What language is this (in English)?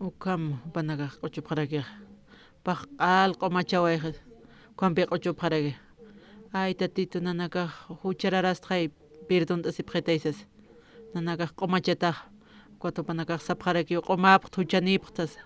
Aymara